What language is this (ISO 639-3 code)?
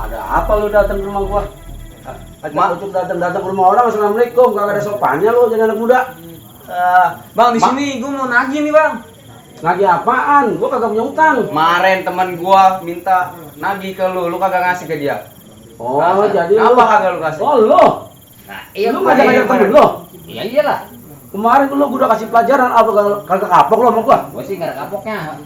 bew